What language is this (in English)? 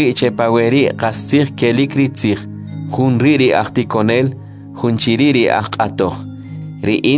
Kʼicheʼ